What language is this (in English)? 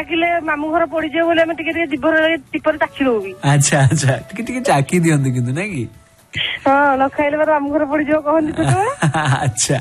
Odia